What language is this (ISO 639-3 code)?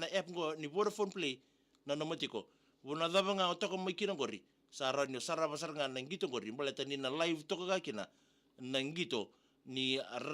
fij